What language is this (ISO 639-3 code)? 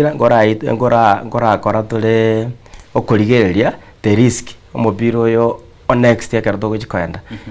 guz